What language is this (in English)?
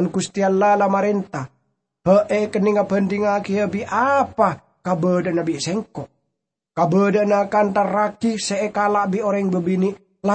Madurese